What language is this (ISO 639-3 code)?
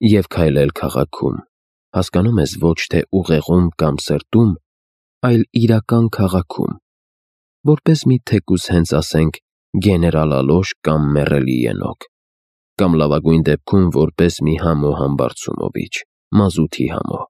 hye